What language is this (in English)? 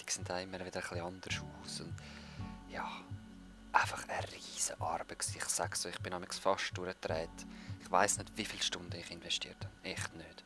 Swiss German